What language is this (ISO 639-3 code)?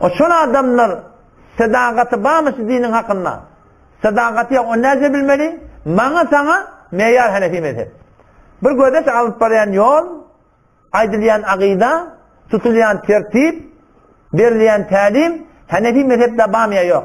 tuk